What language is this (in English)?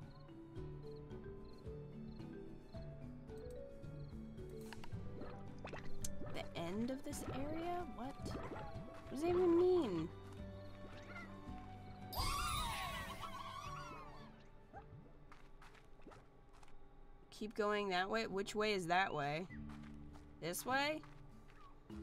English